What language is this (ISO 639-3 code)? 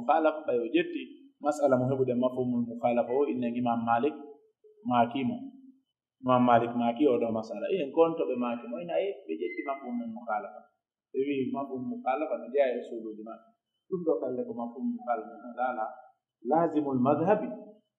fuf